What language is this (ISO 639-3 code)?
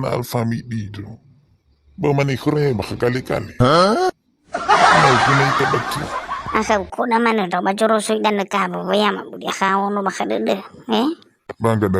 nia